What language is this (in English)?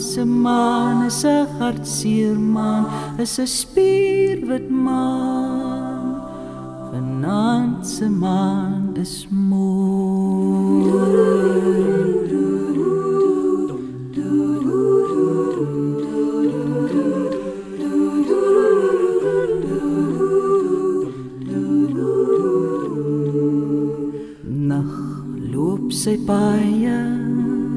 Afrikaans